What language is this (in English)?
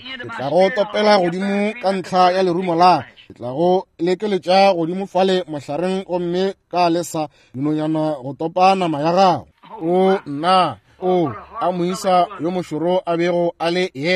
Northern Sotho